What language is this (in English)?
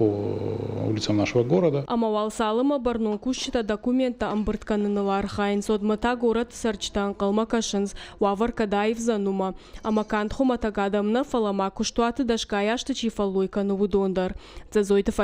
Ossetic